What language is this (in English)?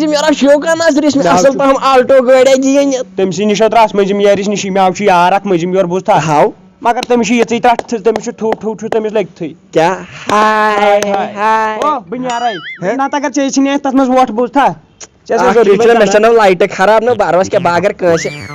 Kashmiri